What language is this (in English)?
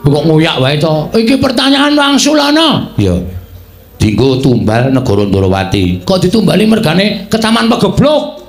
Javanese